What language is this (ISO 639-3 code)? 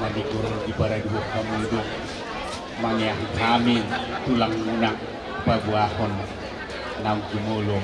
bbc